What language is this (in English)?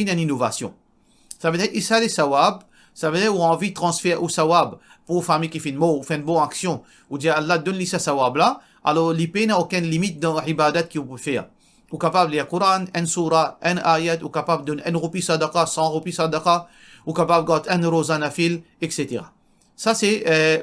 Morisyen